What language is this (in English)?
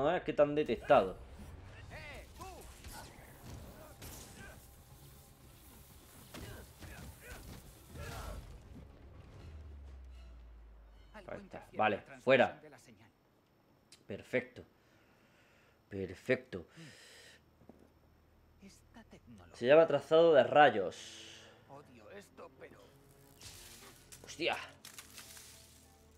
Spanish